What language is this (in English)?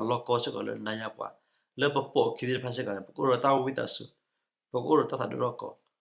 S'gaw Karen